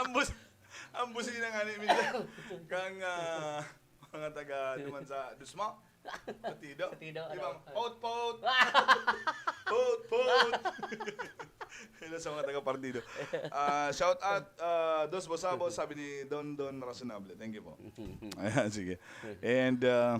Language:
Bikol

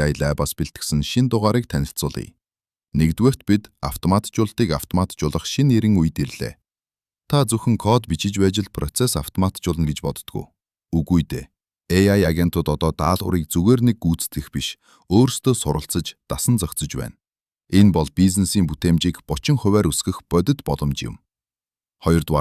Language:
Mongolian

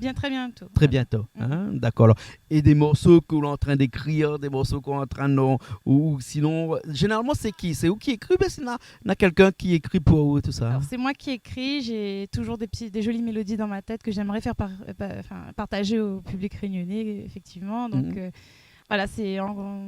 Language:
Réunion Creole French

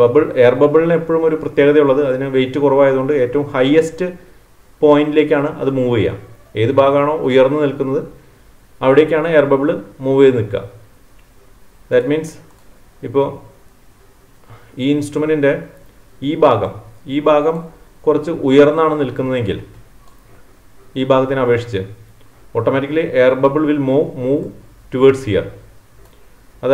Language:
Malayalam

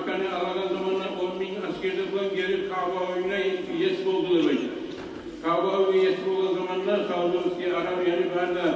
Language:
Kumyk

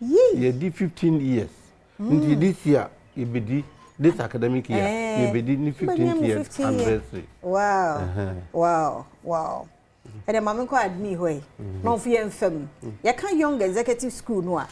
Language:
Akan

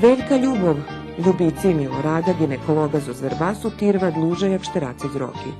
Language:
Rusyn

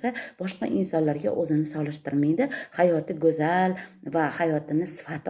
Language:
Uzbek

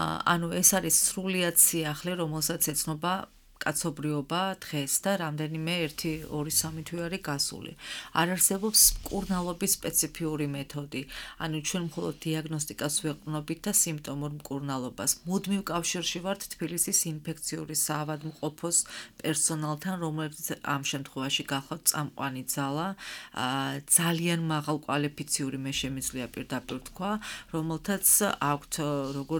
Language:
Georgian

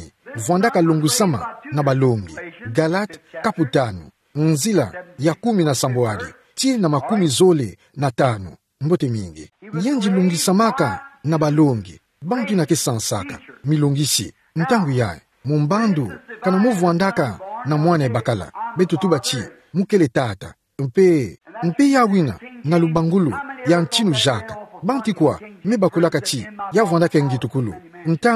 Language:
Kituba (Democratic Republic of Congo)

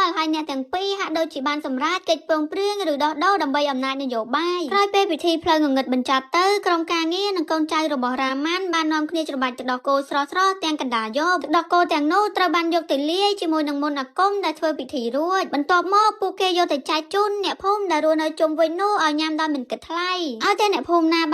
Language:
Khmer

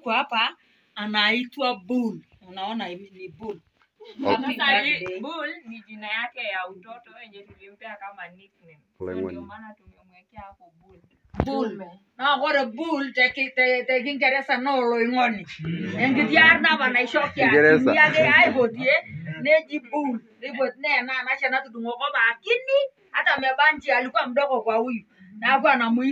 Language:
Swahili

